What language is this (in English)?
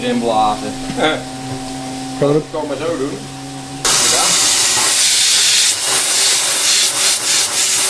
Dutch